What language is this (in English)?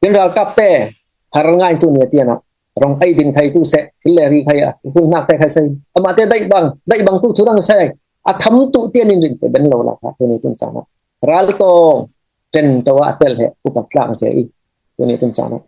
Falam Chin